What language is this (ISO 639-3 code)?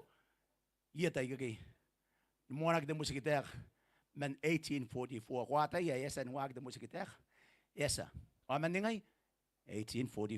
gil